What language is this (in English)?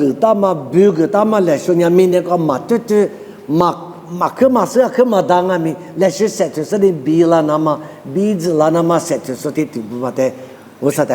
Lisu